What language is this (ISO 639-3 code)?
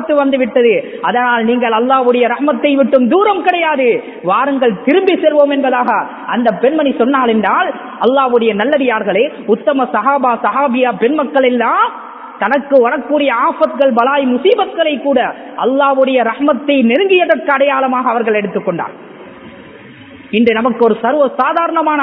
tam